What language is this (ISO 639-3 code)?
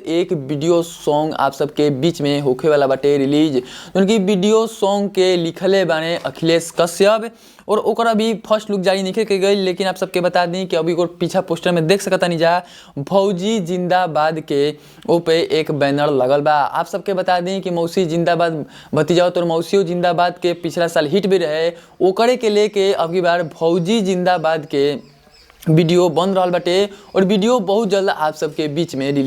bho